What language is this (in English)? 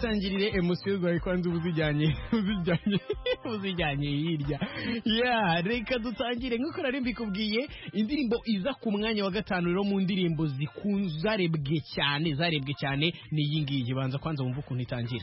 Kinyarwanda